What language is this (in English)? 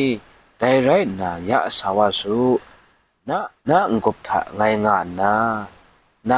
Kachin